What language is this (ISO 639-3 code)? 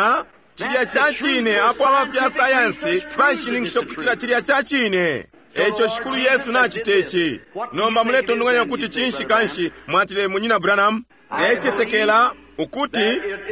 bem